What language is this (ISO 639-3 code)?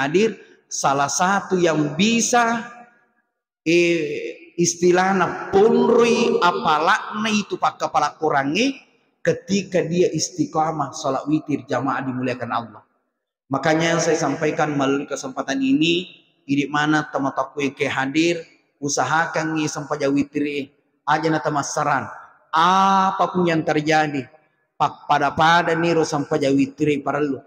bug